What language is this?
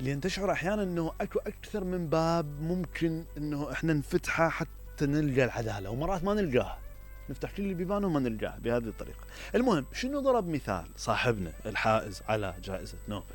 Mesopotamian Arabic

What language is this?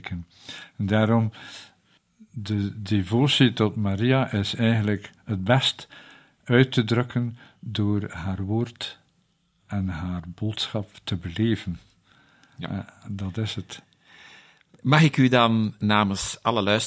Dutch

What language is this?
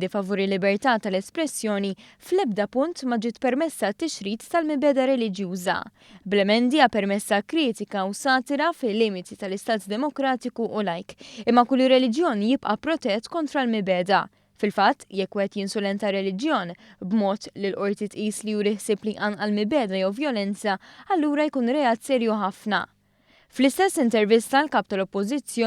Maltese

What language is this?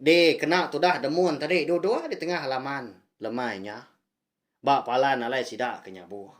Iban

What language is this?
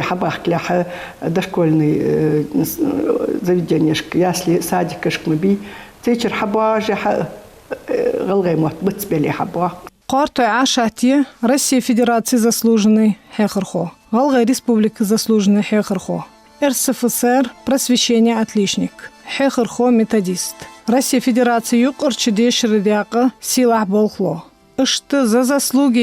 Ingush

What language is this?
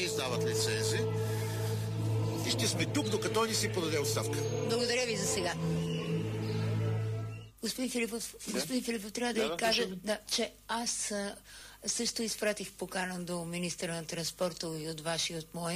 Bulgarian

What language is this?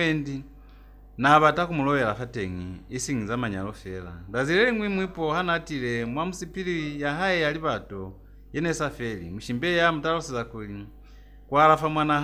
Lozi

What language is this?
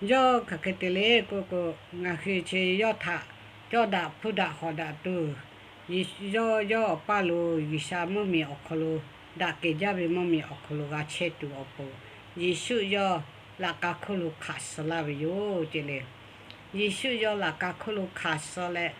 Lahu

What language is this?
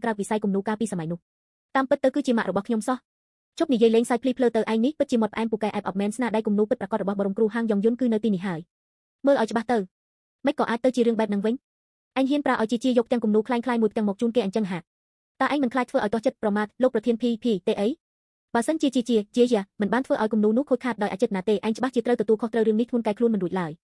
Khmer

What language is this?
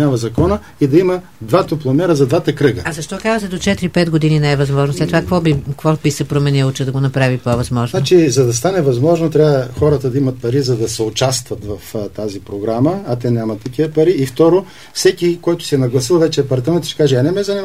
Bulgarian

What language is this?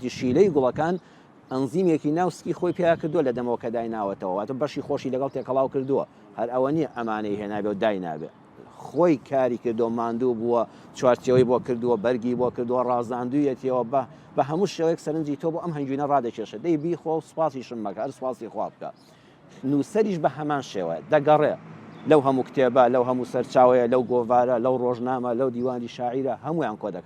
Central Kurdish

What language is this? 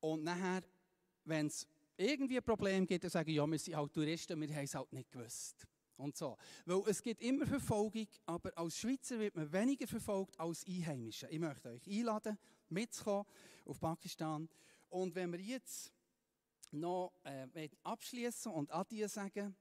Swiss German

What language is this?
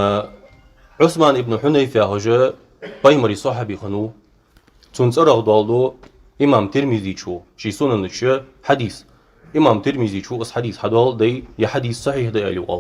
Ingush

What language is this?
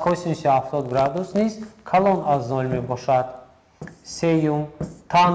Tajik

